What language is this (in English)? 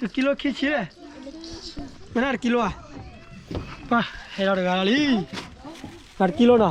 S'gaw Karen